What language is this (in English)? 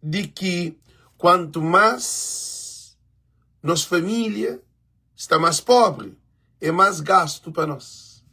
Kabuverdianu